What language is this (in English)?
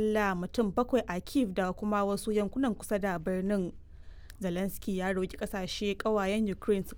Hausa